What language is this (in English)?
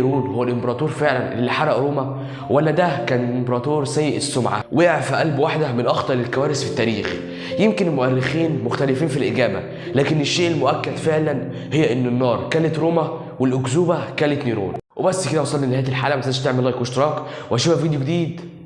Egyptian Arabic